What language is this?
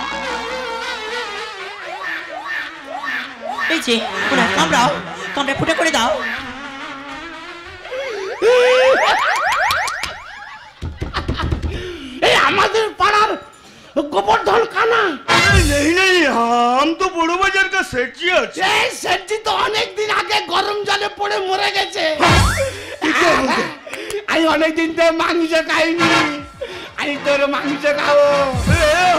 Bangla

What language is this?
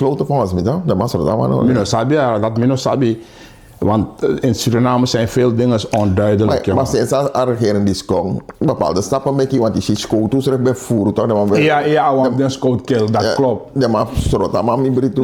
Sranan Tongo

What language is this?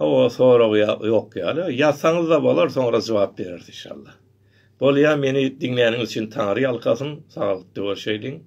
Turkmen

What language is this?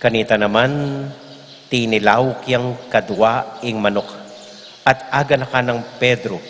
Pampanga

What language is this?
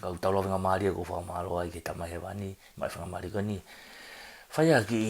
Tongan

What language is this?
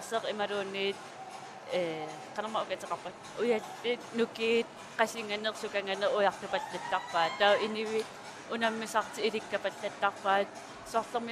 Kalaallisut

